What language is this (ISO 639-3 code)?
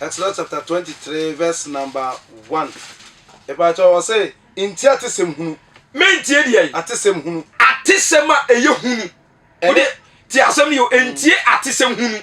aka